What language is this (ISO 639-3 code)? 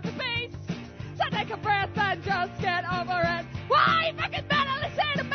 eng